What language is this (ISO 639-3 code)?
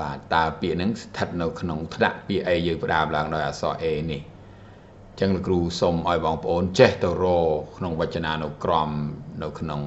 khm